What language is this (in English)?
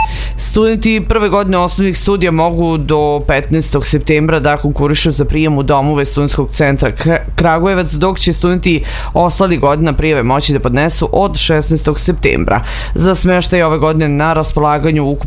Serbian